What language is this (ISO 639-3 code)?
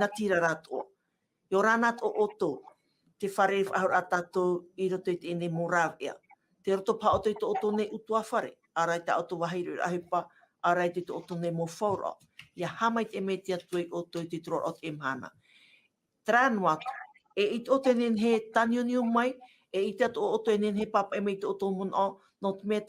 tah